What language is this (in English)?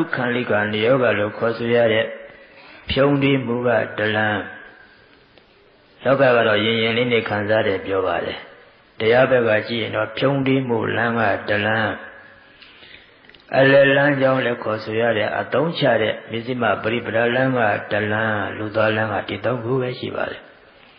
Burmese